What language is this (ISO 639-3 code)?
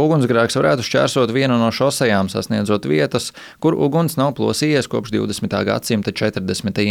lav